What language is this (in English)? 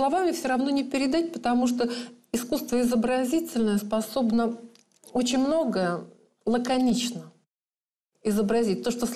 Russian